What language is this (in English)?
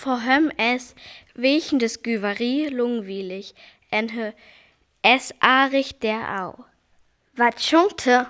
Northern Frisian